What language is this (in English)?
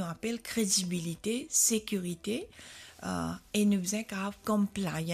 Morisyen